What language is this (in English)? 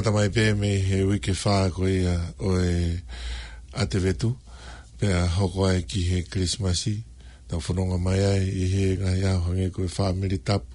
Tongan